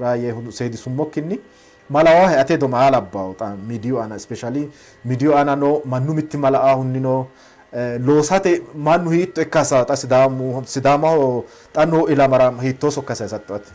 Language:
Sidamo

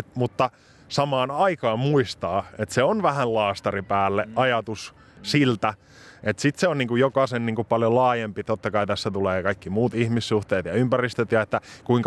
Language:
Finnish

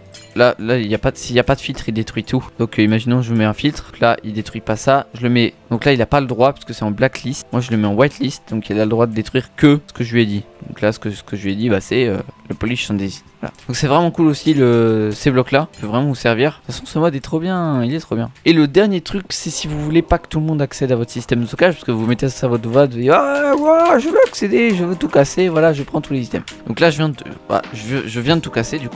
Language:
French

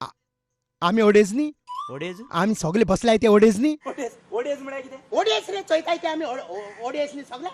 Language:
Konkani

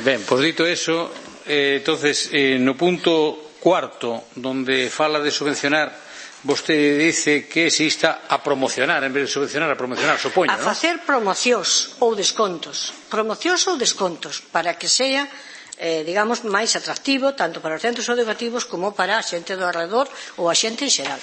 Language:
Galician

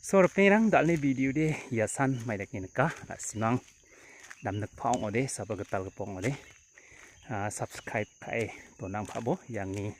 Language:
Garo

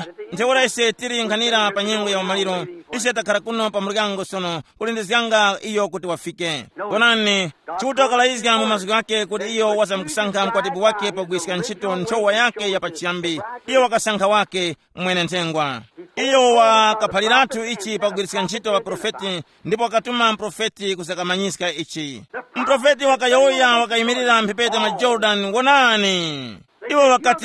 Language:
Tumbuka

